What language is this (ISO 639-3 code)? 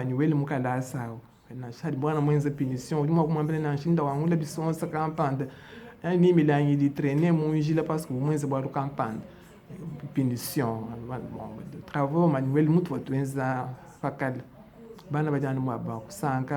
lua